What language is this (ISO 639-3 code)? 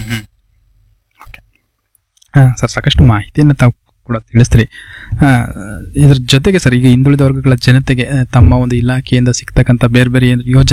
kan